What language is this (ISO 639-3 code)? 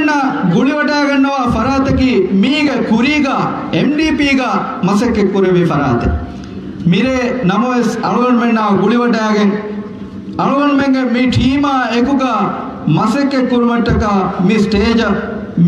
div